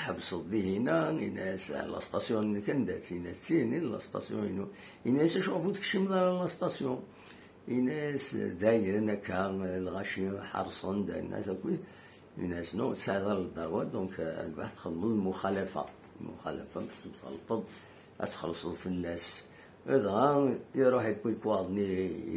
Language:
Kabyle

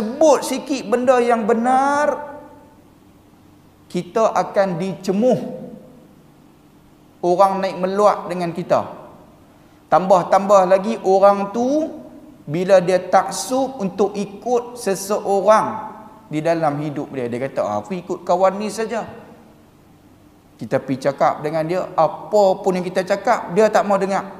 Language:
Malay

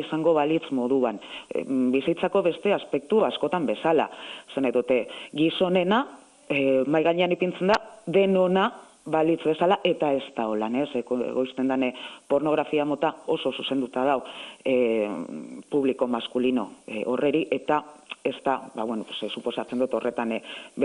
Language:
Basque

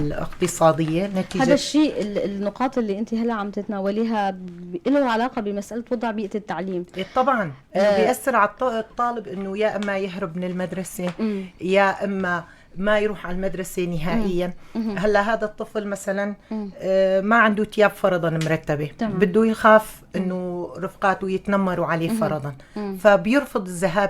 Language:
North Levantine Arabic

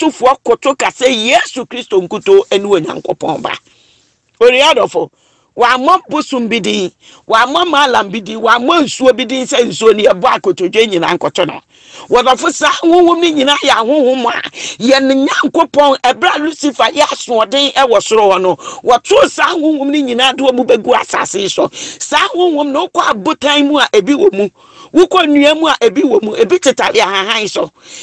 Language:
Akan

